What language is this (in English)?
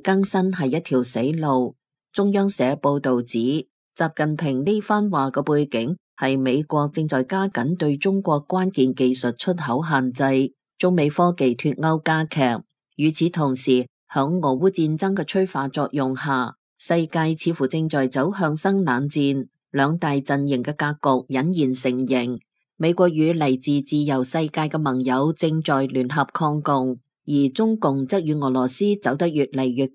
Cantonese